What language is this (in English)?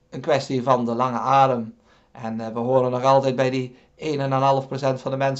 Dutch